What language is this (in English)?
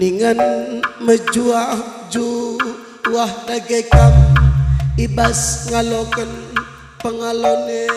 Batak Karo